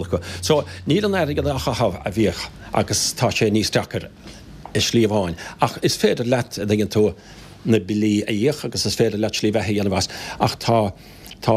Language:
Irish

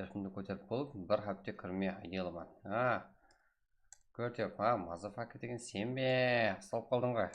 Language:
Kara-Kalpak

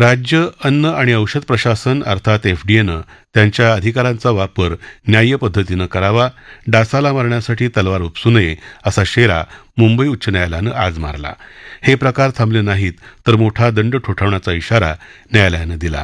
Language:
Marathi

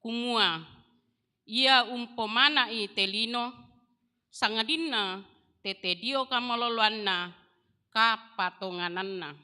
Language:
Toraja-Sa'dan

